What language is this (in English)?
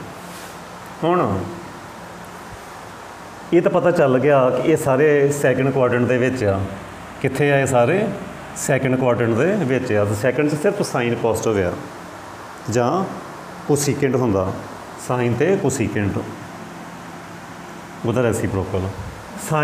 Punjabi